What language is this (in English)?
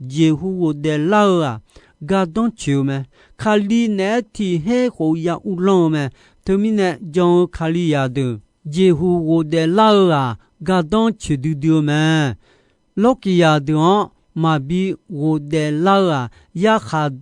Akha